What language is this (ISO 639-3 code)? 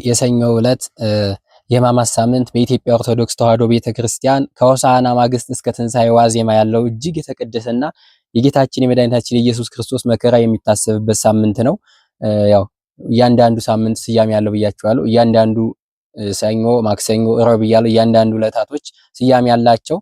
amh